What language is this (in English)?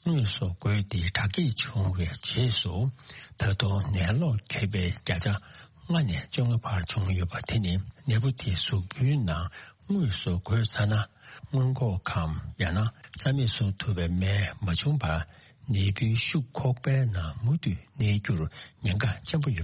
Tibetan